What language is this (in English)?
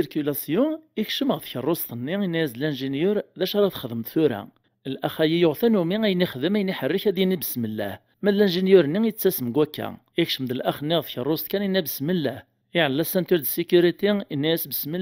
Kabyle